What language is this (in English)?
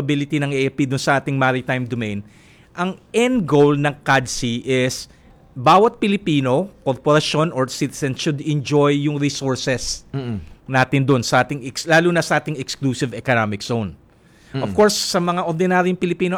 Filipino